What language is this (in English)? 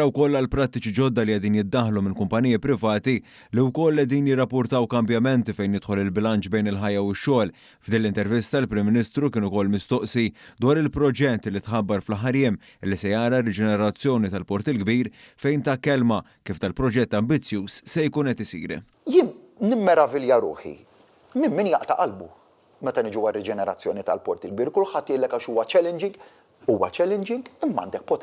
Maltese